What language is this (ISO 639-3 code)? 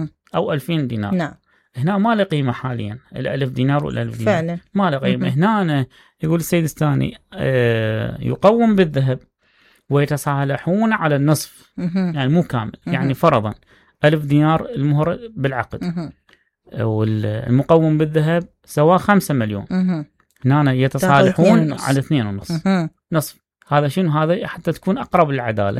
acm